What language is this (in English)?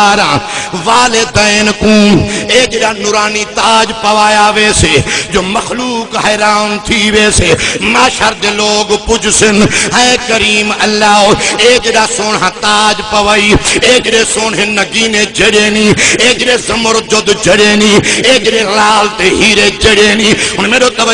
Saraiki